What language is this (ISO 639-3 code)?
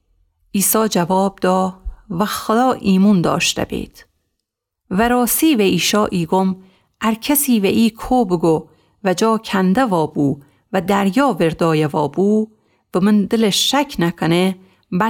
glk